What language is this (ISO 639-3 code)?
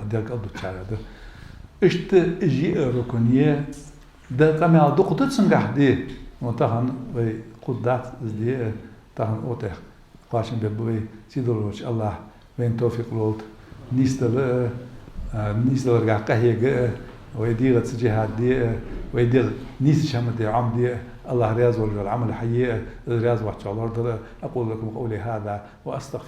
inh